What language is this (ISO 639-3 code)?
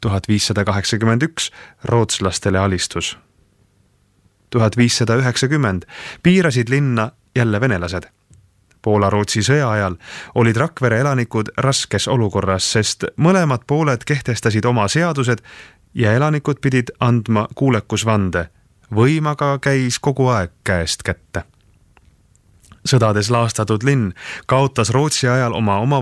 est